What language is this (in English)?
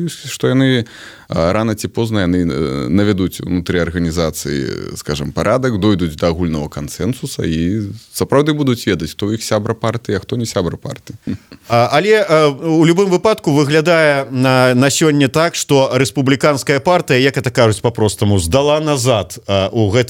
Belarusian